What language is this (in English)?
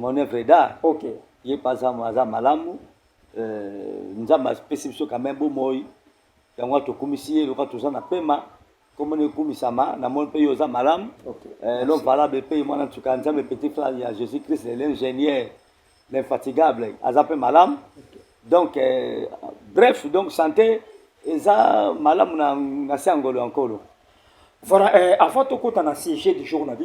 Lingala